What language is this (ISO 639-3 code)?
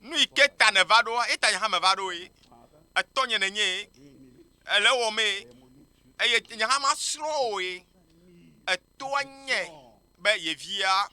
ewe